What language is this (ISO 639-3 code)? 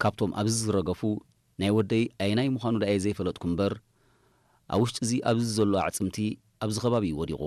tir